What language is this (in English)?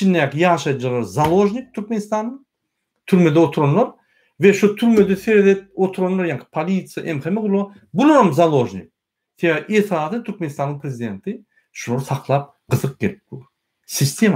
Turkmen